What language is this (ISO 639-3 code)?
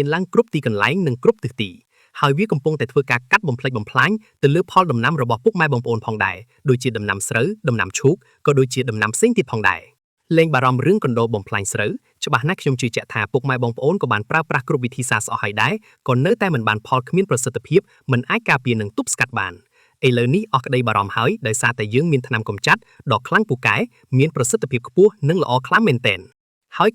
khm